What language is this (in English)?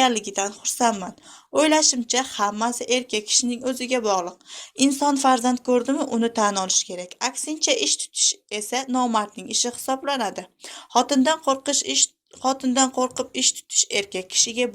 Uzbek